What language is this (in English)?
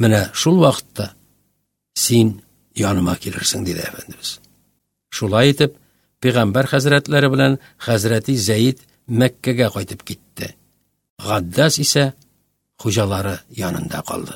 Tatar